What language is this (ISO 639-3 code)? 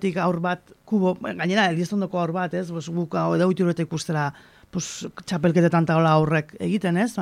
eus